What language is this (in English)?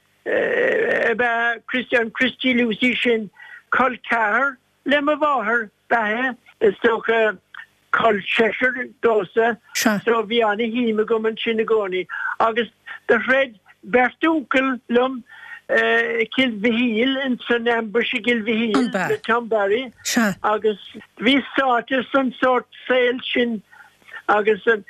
Irish